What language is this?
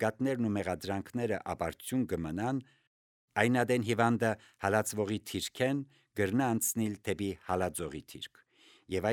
Armenian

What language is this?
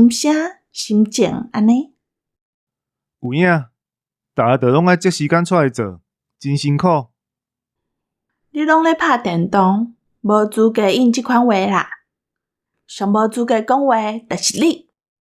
Min Nan Chinese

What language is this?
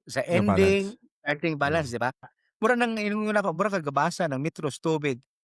Cebuano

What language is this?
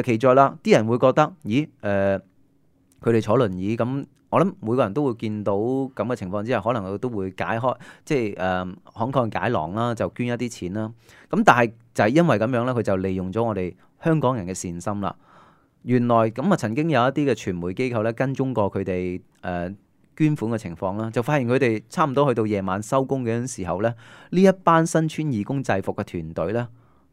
Cantonese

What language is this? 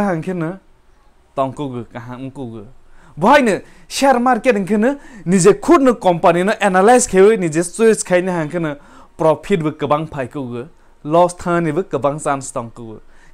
Kok Borok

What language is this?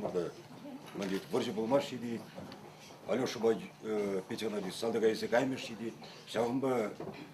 Chuvash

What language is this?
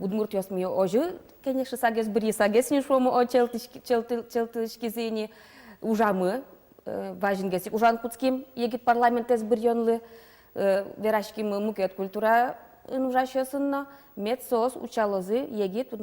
Udmurt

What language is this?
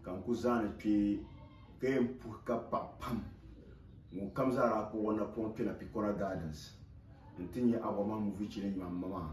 Dagbani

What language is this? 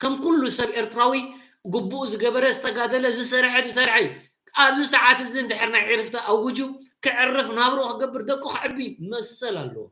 Tigrinya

